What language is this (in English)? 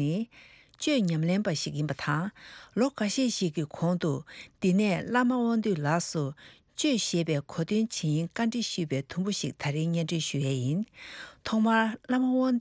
Tibetan